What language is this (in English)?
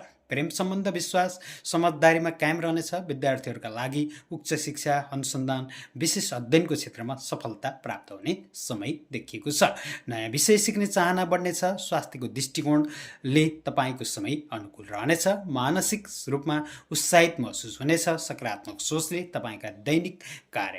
Nepali